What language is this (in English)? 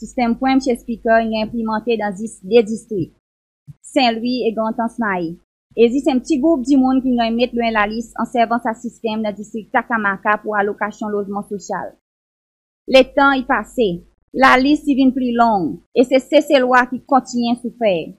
Seselwa Creole French